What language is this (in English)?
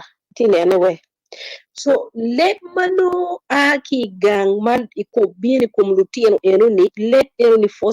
Acoli